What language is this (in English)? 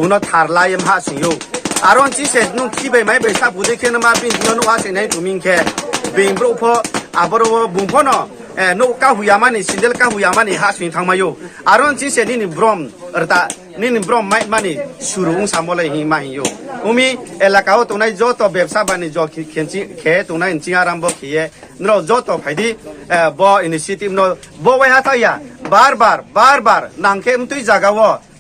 Riang (India)